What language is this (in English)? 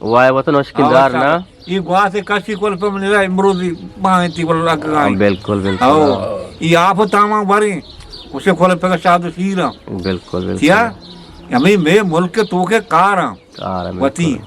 Eastern Balochi